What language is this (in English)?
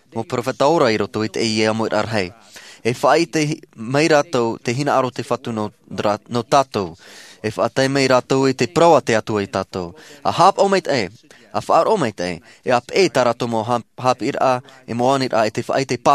Tahitian